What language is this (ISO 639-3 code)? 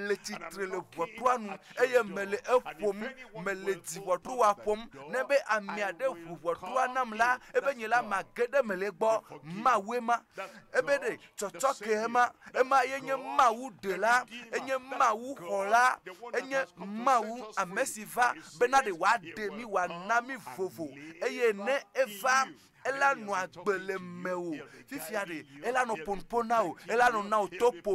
ewe